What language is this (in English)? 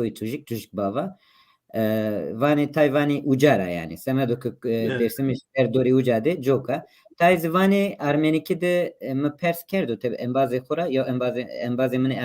Zaza